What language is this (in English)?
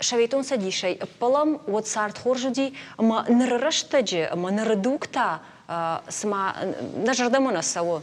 Ossetic